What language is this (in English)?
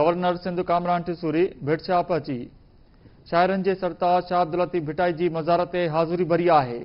Sindhi